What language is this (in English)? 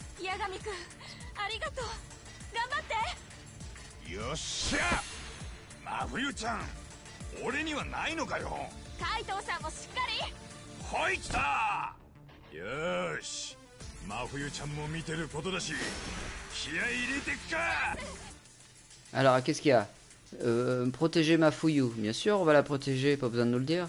French